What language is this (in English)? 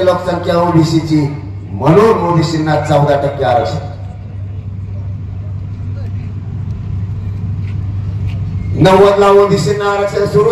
Marathi